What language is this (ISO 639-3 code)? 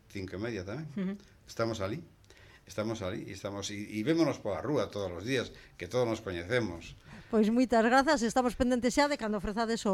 glg